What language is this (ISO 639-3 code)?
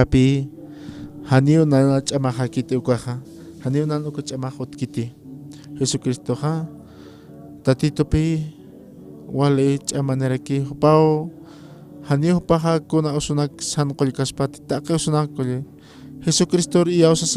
aym